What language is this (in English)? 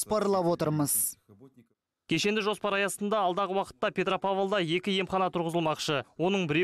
Kazakh